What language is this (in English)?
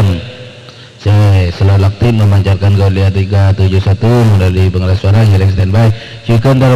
Madurese